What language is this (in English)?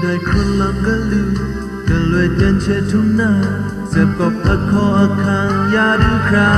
Kachin